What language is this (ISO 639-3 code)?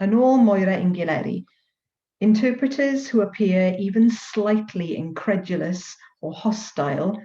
cym